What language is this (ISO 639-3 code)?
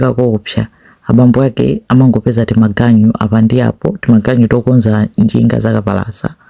nya